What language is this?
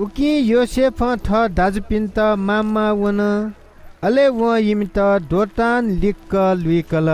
Newari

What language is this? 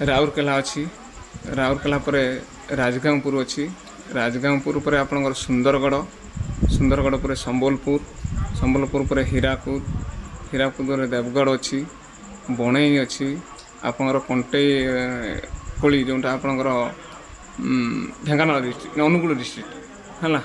Odia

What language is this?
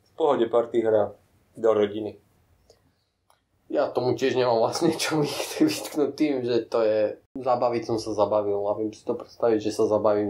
Slovak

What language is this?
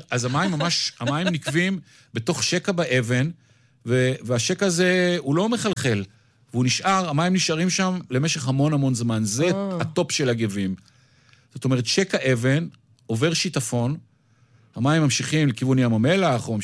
Hebrew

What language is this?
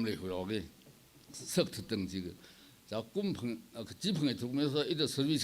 Tangkhul Naga (India)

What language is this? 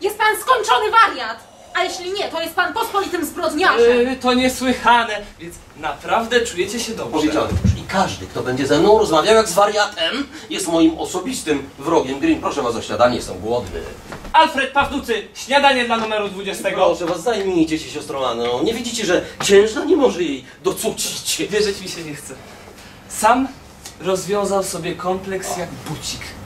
Polish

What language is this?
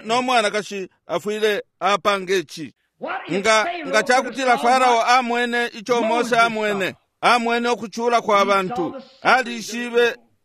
Bemba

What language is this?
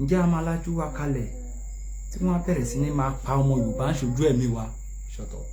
Yoruba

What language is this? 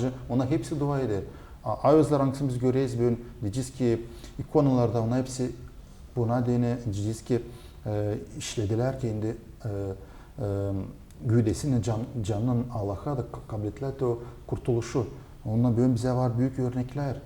Gagauz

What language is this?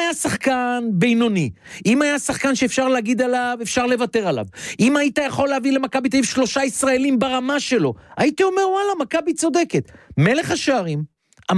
Hebrew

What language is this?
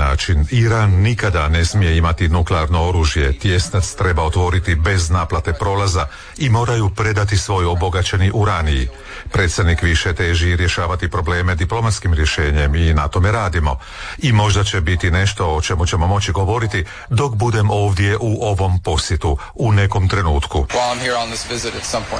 Croatian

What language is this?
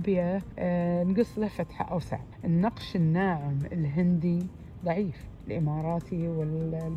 Najdi Arabic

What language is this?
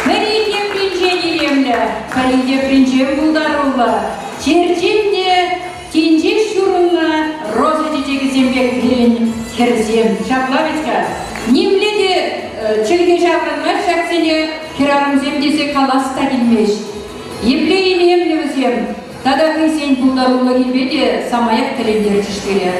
Chuvash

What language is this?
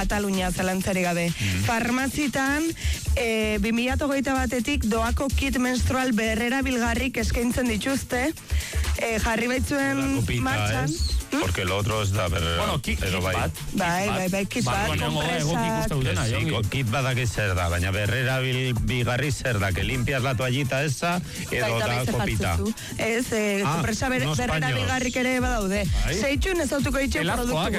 Basque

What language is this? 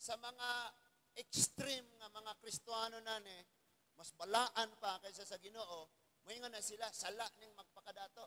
Cebuano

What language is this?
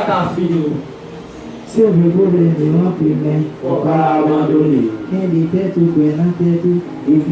Haitian Creole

